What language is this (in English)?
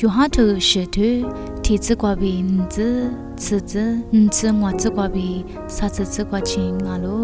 Lisu